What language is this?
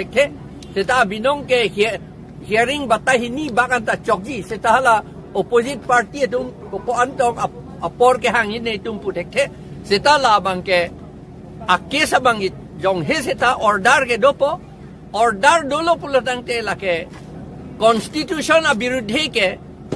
Karbi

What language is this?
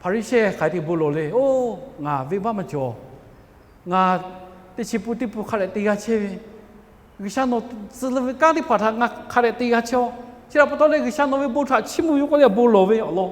Lahu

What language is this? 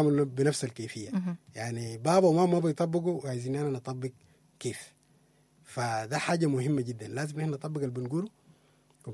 Sudanese Arabic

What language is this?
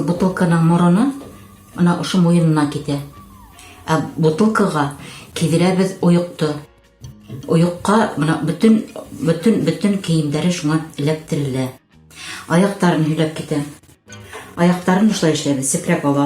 Bashkir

